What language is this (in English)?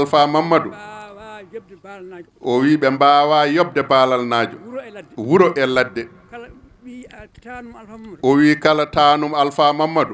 Fula